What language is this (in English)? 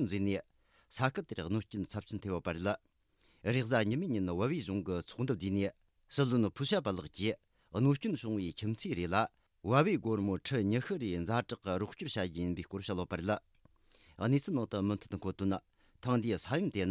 Tibetan